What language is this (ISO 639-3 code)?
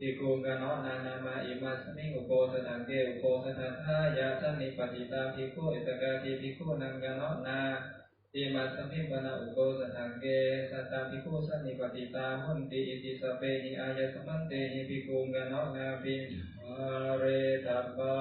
pli